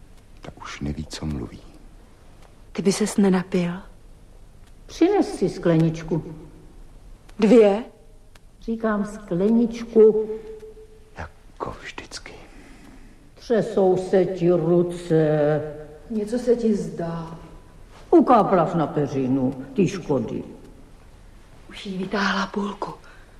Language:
Czech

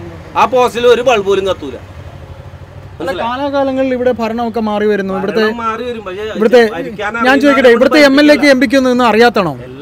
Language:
Malayalam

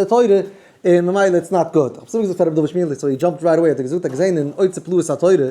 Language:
Yiddish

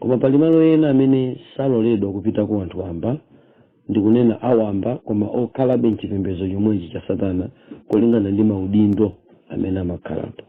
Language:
Nyanja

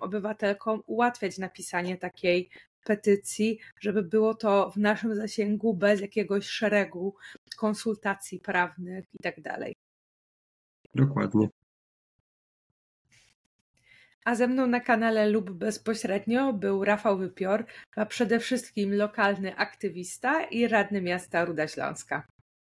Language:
Polish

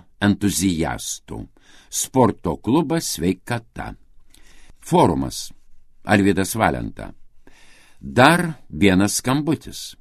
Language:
Lithuanian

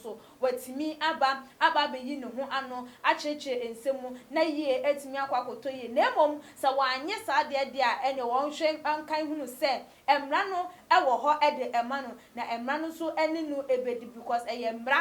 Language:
Akan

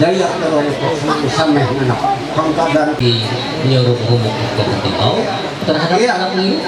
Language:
Ma'anyan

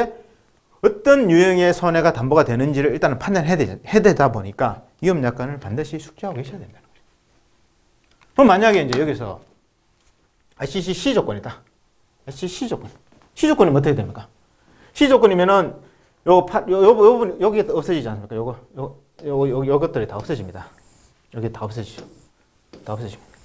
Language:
Korean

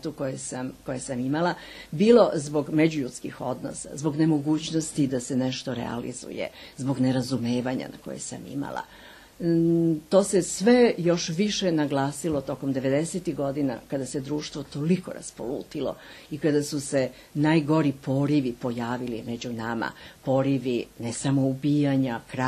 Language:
Serbian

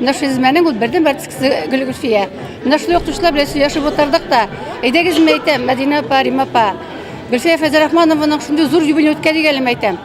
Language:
Tatar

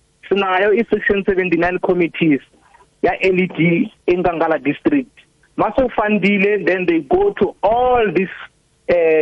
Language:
South Ndebele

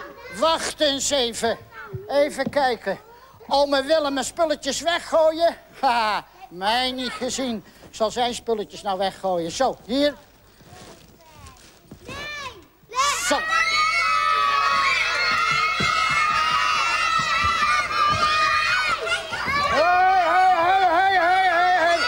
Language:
Dutch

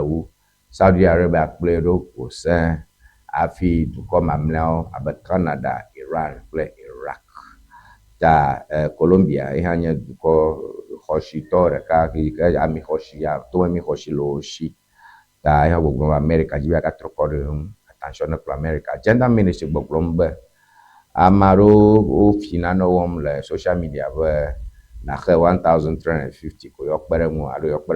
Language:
Ewe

